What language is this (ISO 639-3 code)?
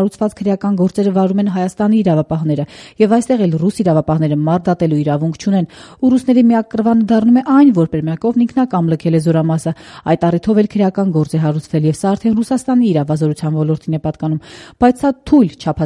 hye